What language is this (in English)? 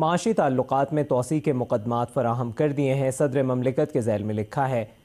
Urdu